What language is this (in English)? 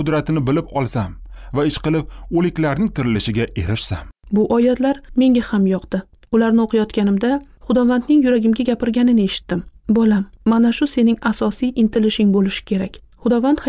Uzbek